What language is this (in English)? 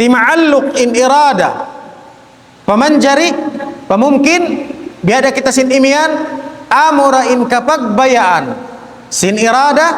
Tausug